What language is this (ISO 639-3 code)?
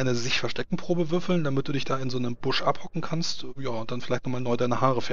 deu